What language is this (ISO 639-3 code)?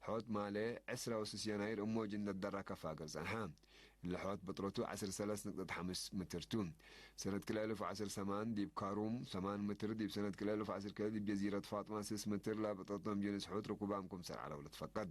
tig